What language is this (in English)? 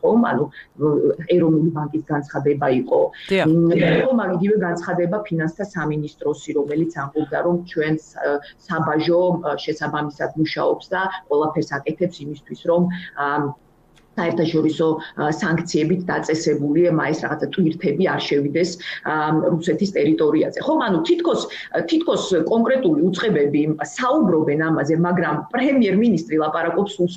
Georgian